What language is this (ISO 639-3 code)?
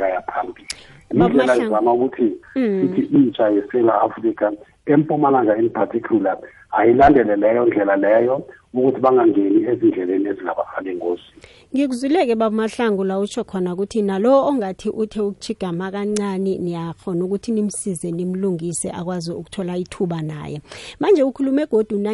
nbl